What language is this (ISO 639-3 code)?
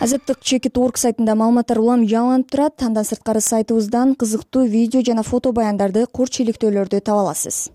kir